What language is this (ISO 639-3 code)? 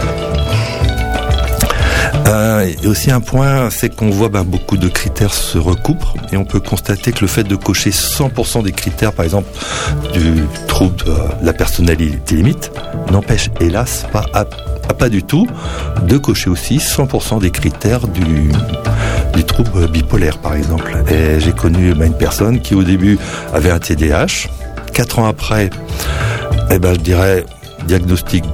fra